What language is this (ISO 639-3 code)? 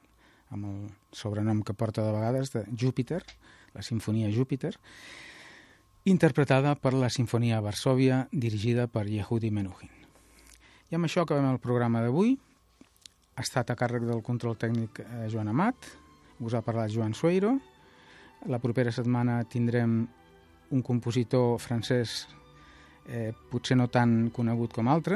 cat